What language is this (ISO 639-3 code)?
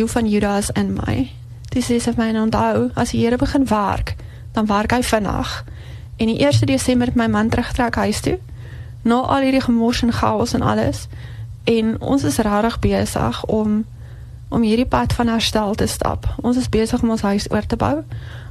afr